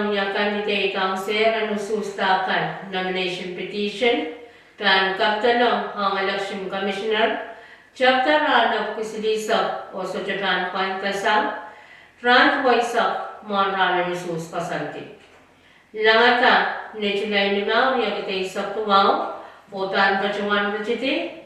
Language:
Pohnpeian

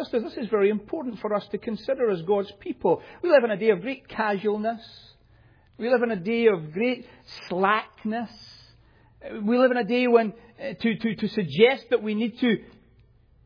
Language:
English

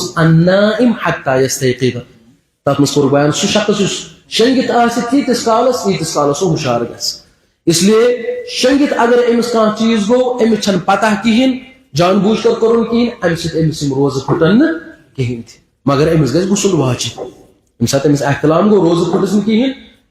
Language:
Kashmiri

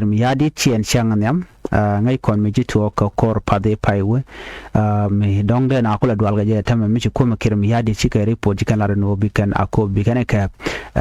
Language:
Nuer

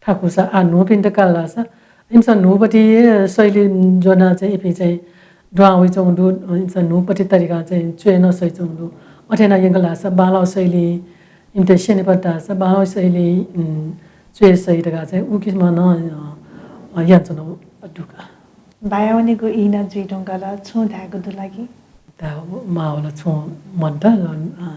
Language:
Newari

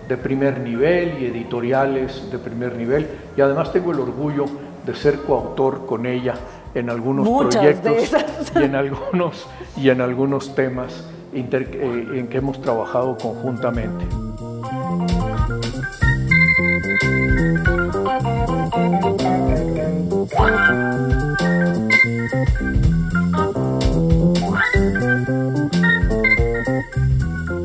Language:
Spanish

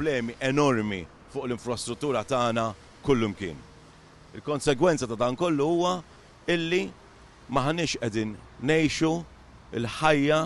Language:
Maltese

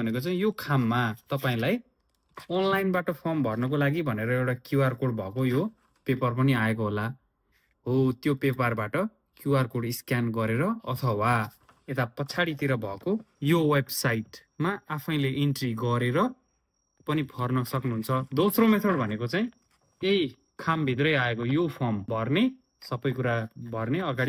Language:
Nepali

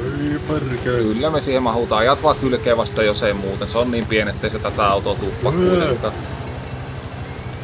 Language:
Finnish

